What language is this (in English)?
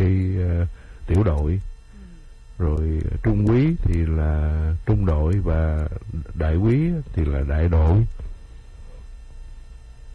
Vietnamese